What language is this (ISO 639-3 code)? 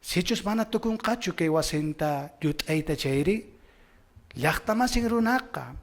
que